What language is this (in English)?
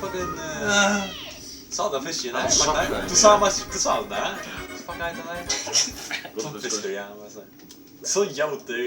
Faroese